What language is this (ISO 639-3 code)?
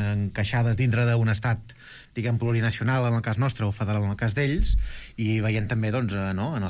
cat